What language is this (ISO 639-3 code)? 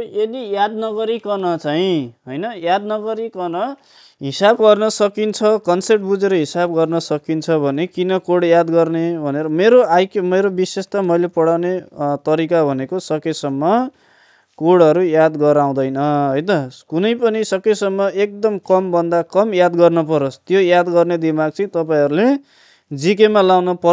nep